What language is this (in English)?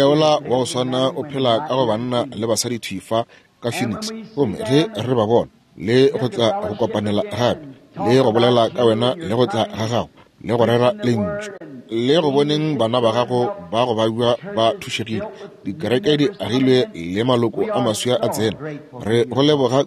Northern Sotho